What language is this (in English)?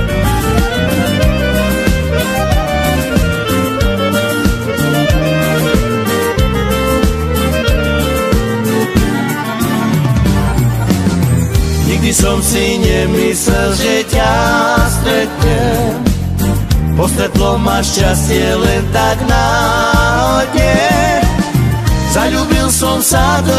Slovak